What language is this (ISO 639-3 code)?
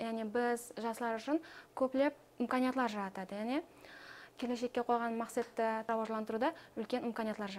kaa